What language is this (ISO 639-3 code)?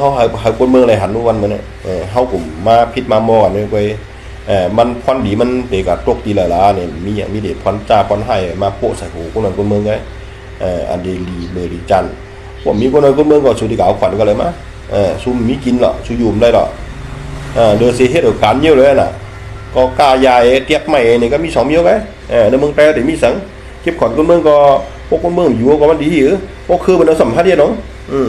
shn